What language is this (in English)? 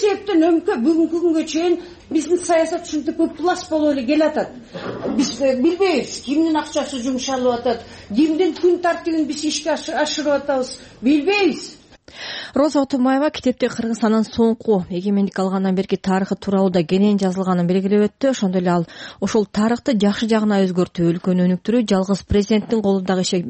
Kyrgyz